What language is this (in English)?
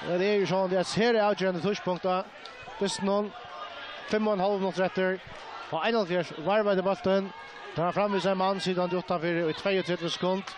Faroese